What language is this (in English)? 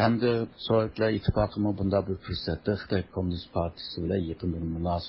Uyghur